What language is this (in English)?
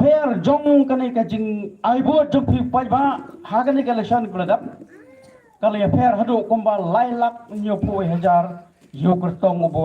Khasi